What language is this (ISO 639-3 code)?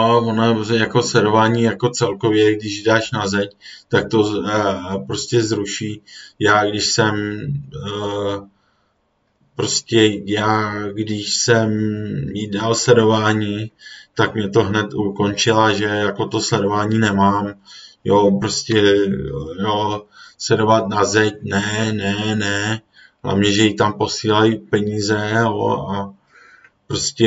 ces